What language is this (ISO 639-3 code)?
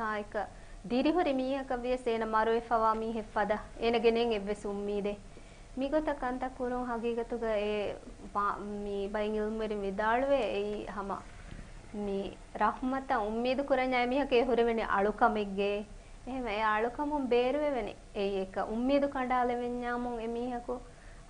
div